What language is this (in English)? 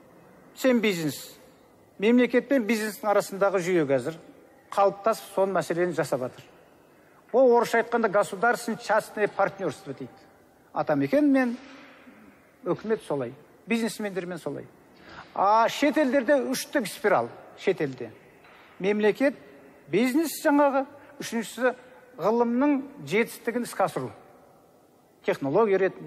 Kazakh